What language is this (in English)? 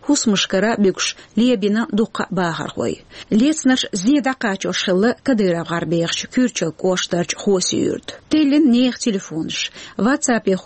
Chechen